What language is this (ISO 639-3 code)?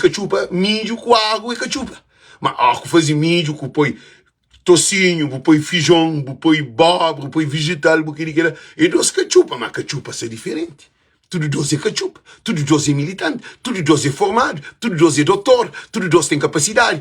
kea